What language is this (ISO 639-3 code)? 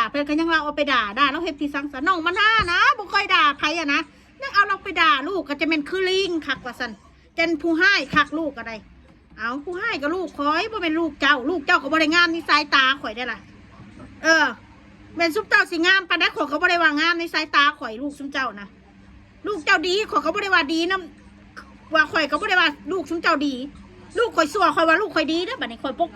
tts